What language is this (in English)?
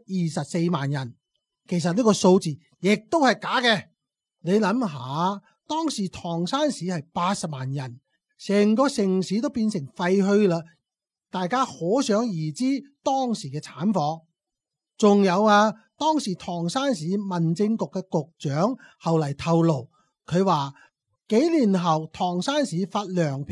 Cantonese